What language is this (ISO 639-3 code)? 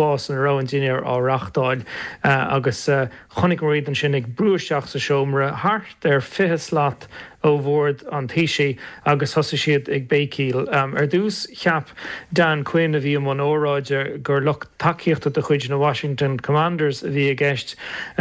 gle